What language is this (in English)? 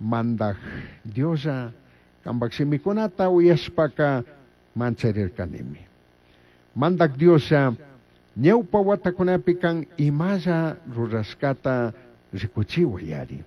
Chimborazo Highland Quichua